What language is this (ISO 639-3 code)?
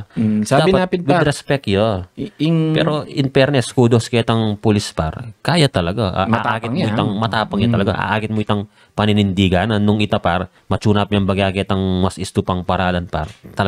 pam